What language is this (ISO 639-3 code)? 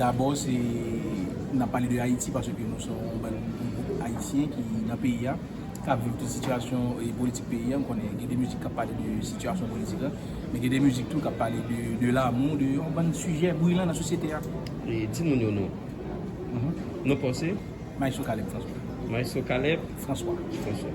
hat